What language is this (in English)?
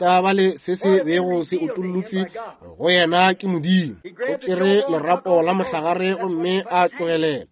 Northern Sotho